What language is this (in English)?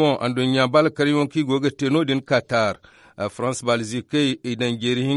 Zarma